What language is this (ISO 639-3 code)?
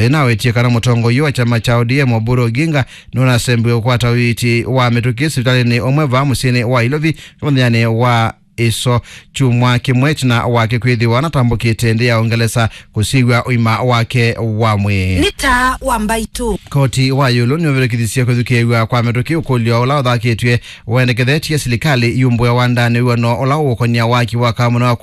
kam